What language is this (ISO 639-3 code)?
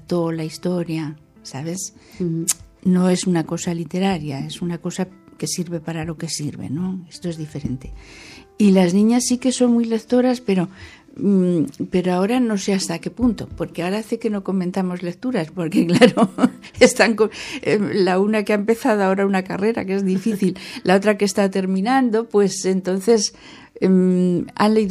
spa